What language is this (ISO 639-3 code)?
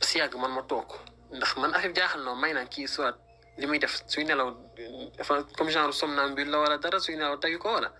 wol